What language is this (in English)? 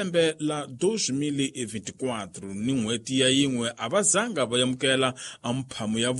Tsonga